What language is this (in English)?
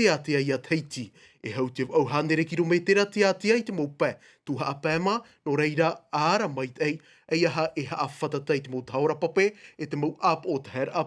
Tahitian